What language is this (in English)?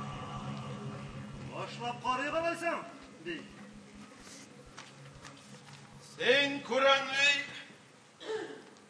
Tatar